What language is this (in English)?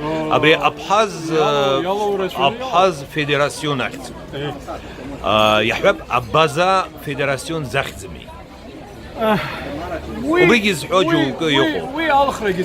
Abkhazian